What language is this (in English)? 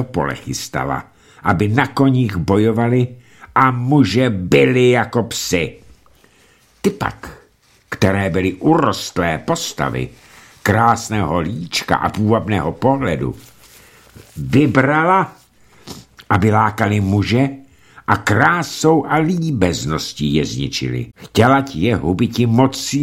Czech